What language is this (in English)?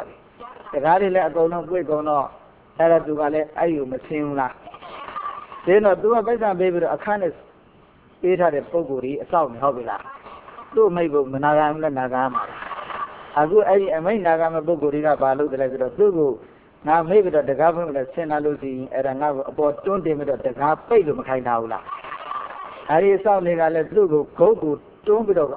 Burmese